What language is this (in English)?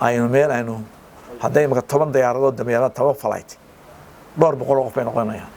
Somali